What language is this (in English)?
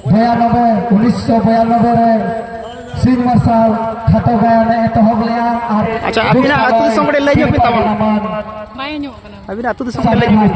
Santali